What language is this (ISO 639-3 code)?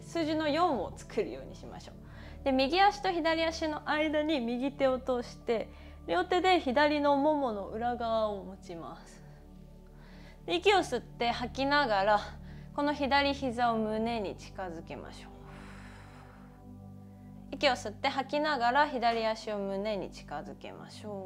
jpn